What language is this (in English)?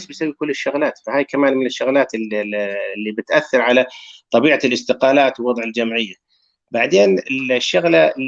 North Levantine Arabic